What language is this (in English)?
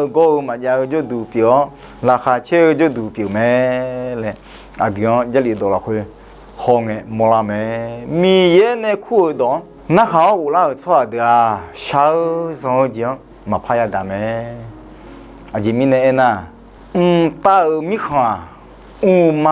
Akha